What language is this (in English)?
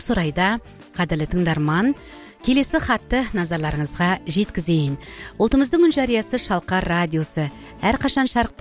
Kazakh